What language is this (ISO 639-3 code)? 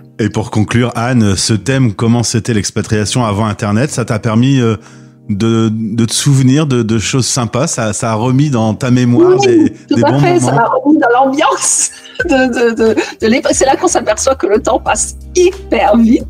fra